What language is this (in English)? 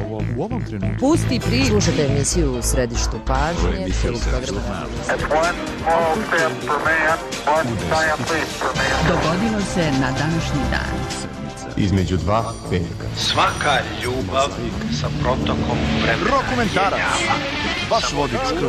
Serbian